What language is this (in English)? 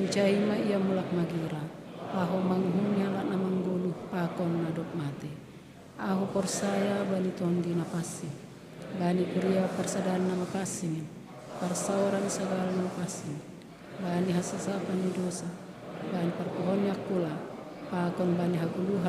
Batak Simalungun